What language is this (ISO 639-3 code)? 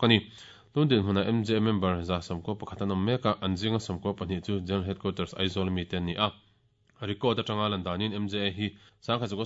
lus